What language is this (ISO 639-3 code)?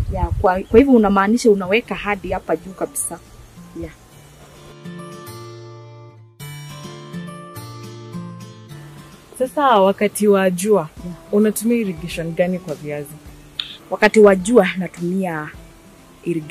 swa